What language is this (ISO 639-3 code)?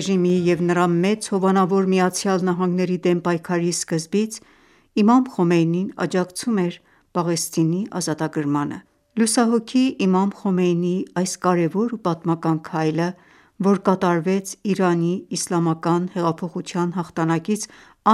hye